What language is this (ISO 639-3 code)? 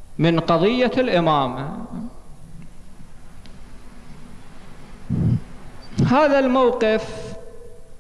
ara